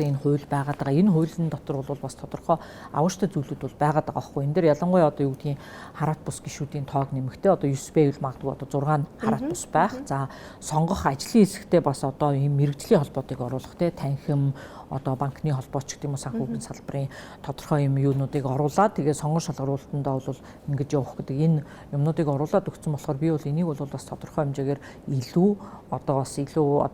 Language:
Mongolian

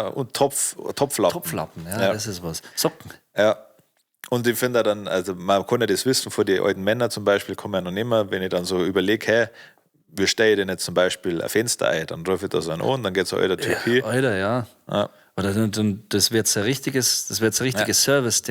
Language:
Bavarian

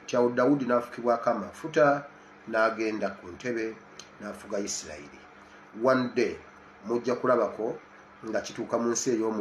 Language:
Ganda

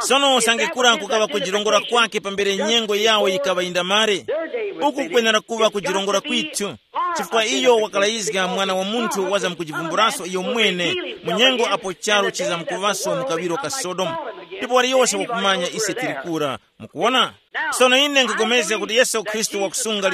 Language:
Tumbuka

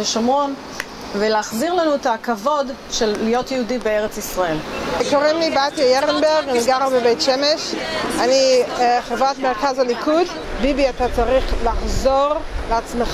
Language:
Hebrew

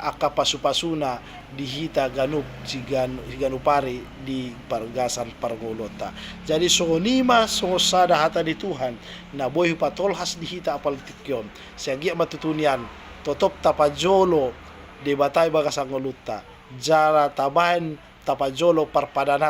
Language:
Batak Toba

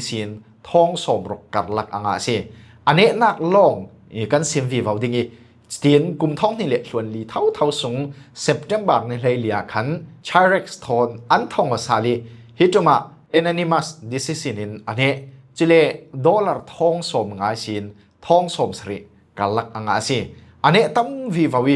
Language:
Falam Chin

